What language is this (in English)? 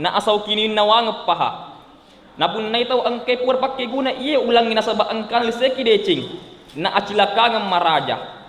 Buginese